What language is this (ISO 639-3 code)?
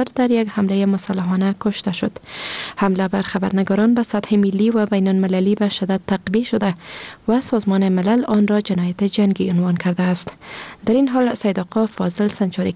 fas